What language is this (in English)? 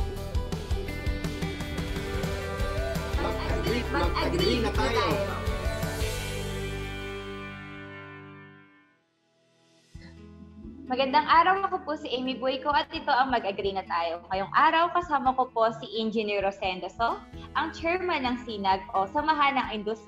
Filipino